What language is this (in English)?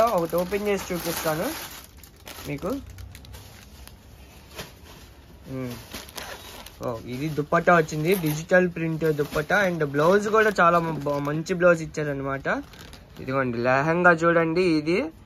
Telugu